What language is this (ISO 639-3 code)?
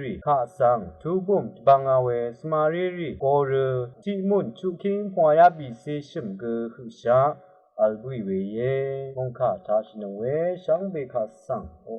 raw